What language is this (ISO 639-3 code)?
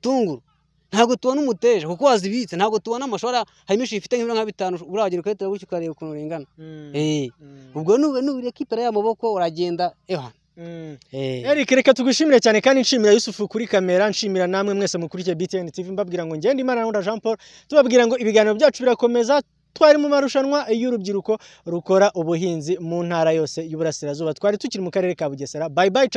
kin